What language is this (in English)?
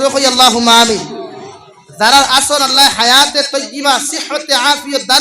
Sylheti